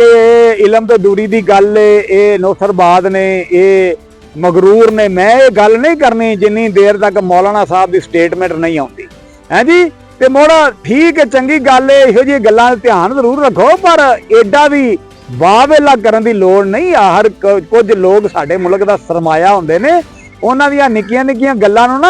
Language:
Western Panjabi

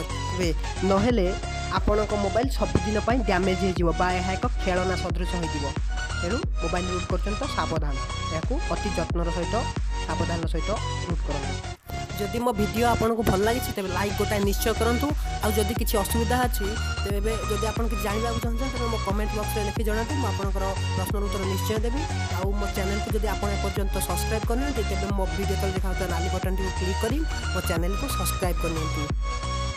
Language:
Odia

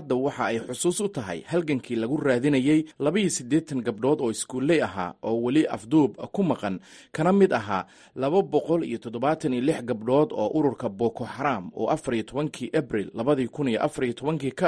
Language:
Somali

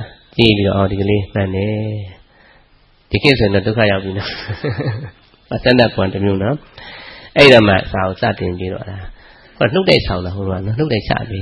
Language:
Burmese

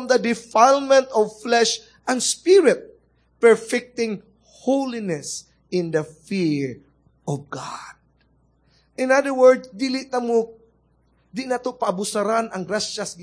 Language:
Cebuano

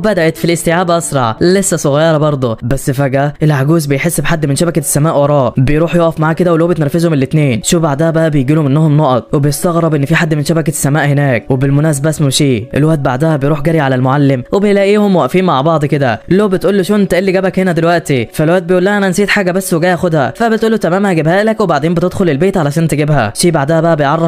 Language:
Egyptian Arabic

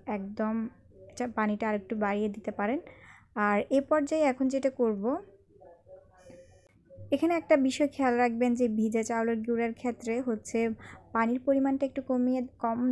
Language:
Bangla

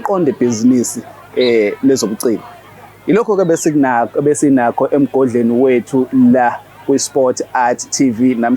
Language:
Zulu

